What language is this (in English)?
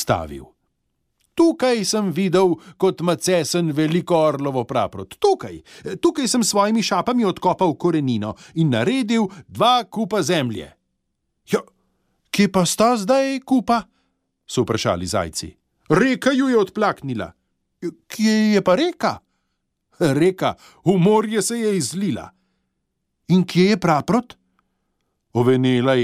Slovenian